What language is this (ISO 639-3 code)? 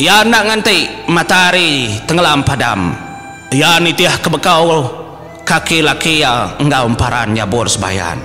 iba